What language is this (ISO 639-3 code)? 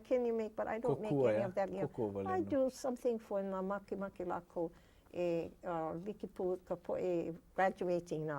haw